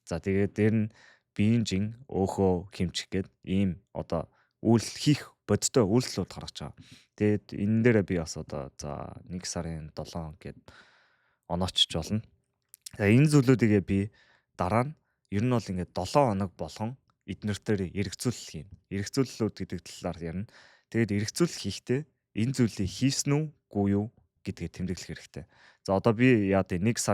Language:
Mongolian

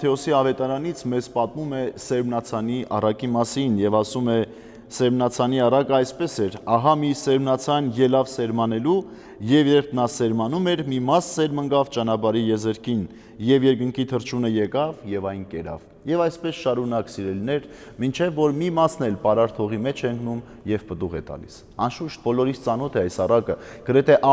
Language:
Armenian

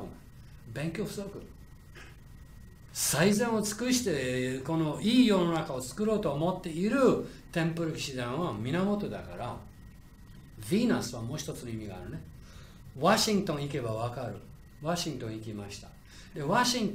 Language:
Japanese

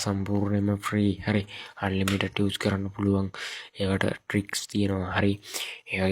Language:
Sinhala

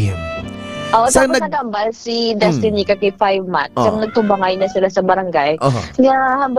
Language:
Hiligaynon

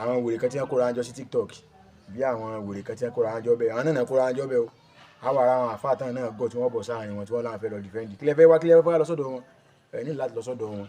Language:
Yoruba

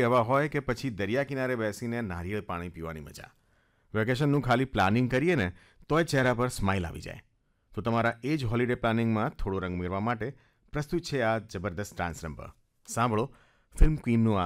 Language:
Gujarati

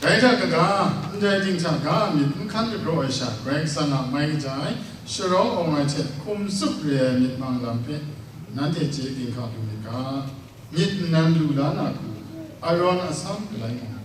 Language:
Kachin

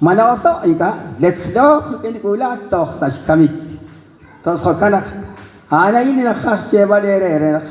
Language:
Kekchí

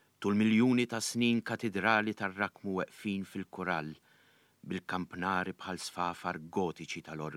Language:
Maltese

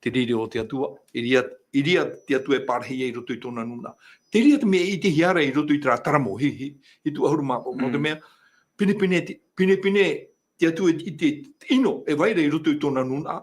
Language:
Tahitian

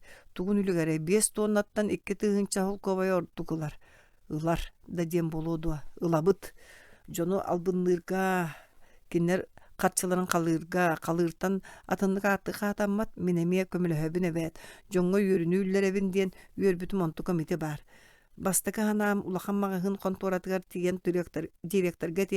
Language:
Yakut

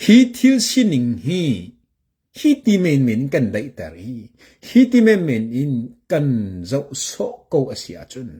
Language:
Hakha Chin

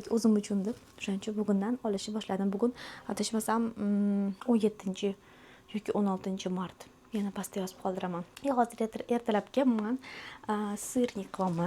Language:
Uzbek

